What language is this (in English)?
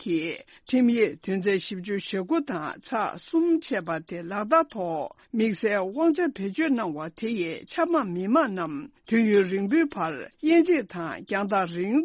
Tibetan